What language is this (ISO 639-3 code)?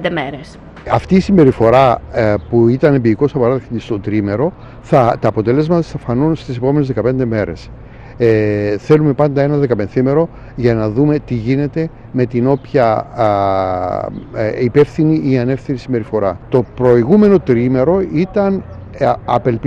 ell